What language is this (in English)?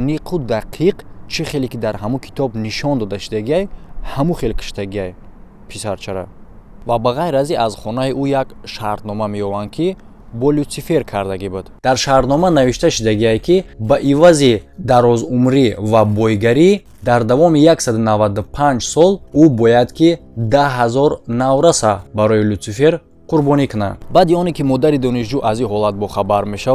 Tajik